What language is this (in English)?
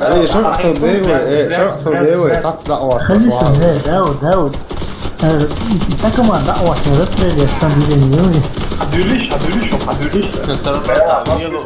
Chechen